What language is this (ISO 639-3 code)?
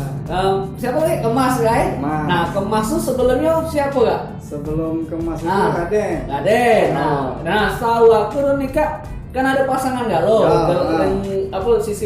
mui